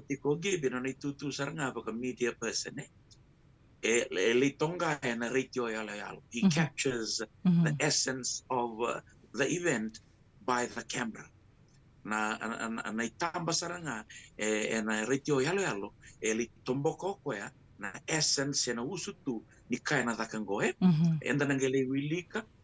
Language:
Fijian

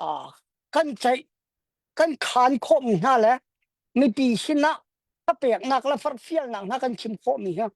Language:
Hakha Chin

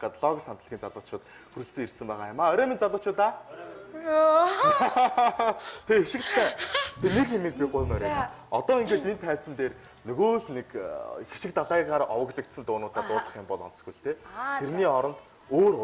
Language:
Mongolian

